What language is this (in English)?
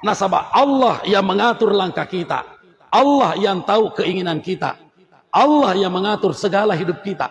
Buginese